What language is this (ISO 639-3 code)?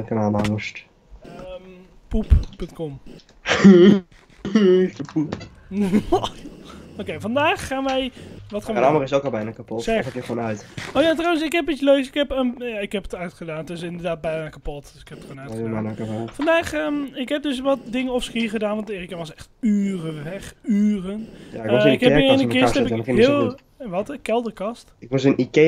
nld